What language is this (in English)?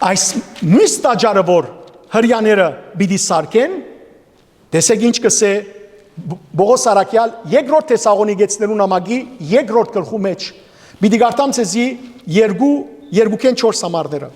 Western Armenian